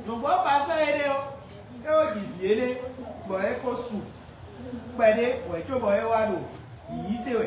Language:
Fon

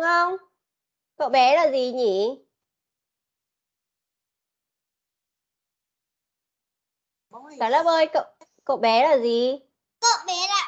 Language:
Vietnamese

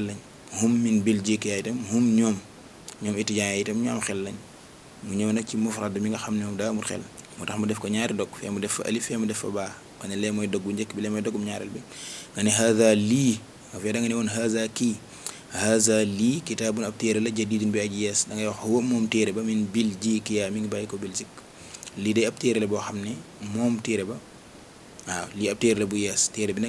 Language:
Wolof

